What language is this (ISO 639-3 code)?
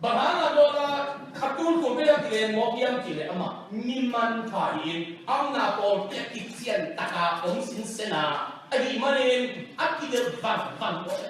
ctd